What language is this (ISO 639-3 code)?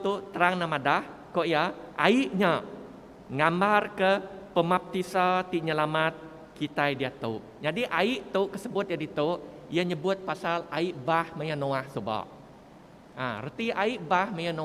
iba